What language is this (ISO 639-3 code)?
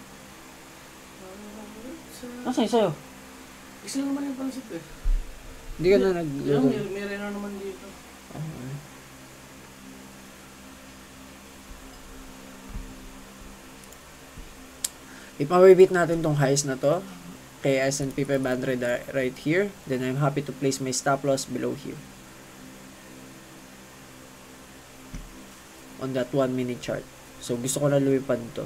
fil